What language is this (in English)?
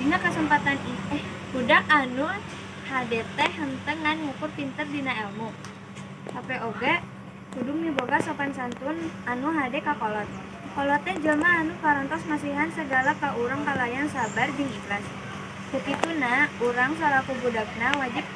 Sundanese